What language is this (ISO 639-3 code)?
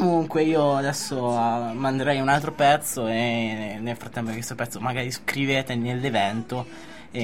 ita